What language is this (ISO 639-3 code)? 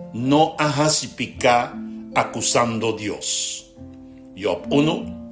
pap